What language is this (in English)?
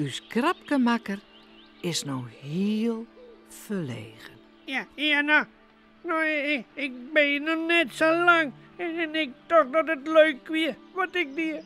Western Frisian